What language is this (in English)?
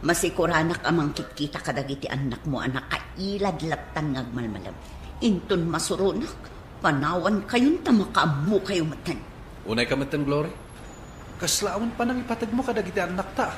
Iloko